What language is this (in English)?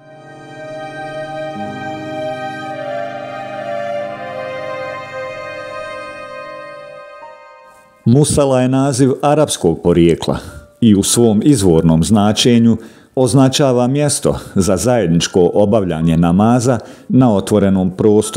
Bosnian